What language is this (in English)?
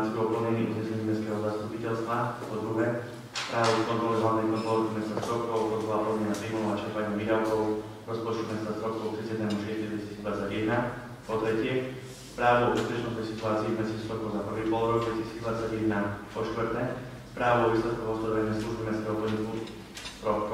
Slovak